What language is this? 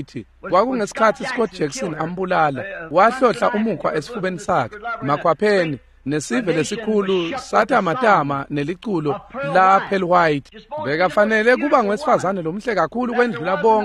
Swati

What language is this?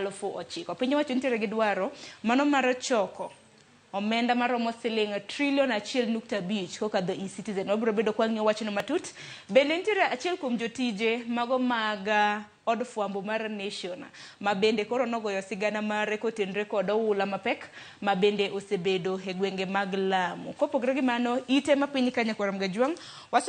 Luo (Kenya and Tanzania)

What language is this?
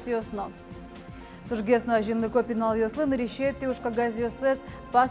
Udmurt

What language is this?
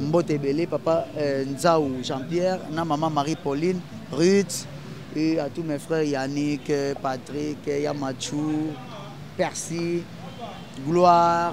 Lingala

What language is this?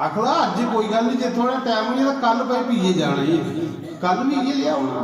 Dogri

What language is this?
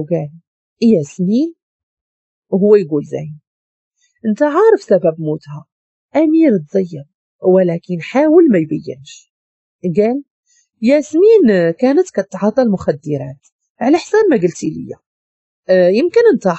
Moroccan Arabic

